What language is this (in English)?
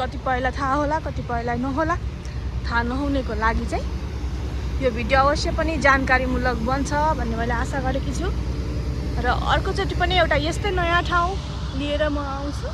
Nepali